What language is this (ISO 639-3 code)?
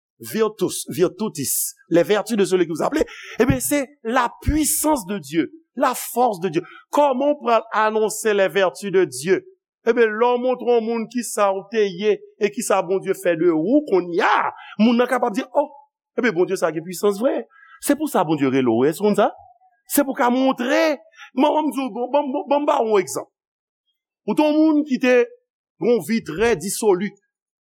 hat